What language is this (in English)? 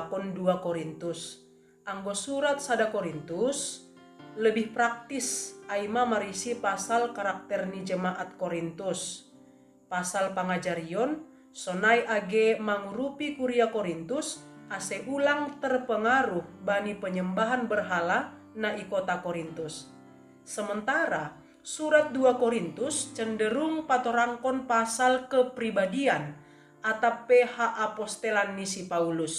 Batak Simalungun